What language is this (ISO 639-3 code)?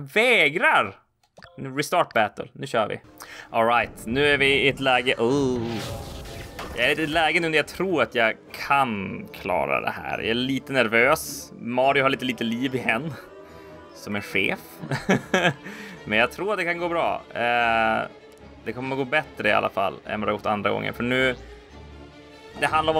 swe